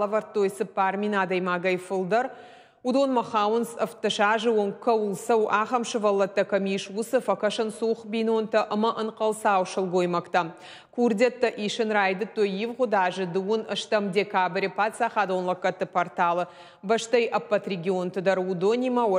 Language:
Ossetic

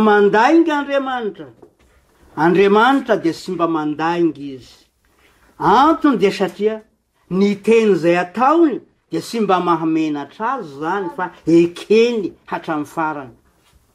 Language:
Malagasy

